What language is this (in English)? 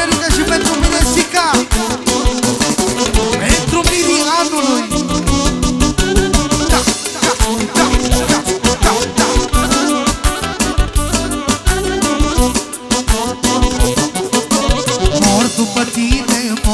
Romanian